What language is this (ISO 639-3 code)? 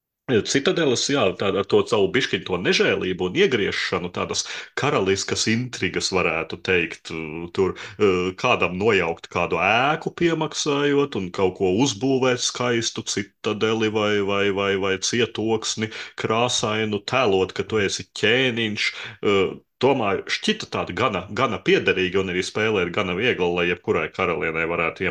lav